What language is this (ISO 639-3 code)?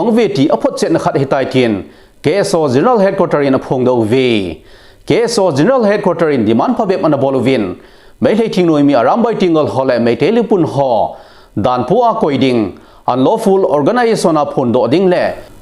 tcz